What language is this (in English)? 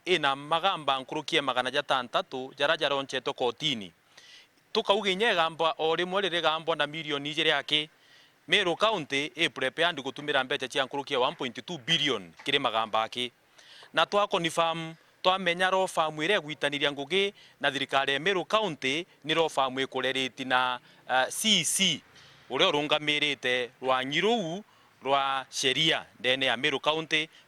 Meru